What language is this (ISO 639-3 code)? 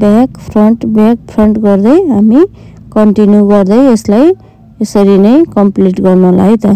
nep